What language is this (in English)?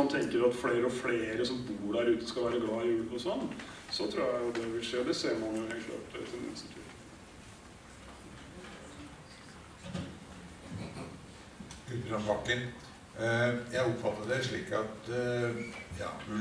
Norwegian